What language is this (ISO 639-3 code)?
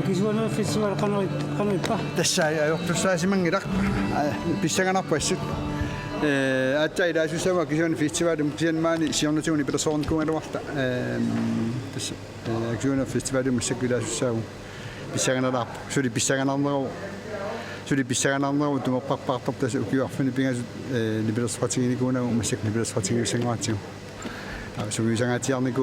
kal